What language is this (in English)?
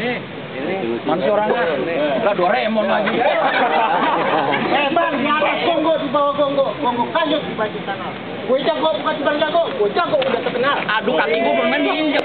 Betawi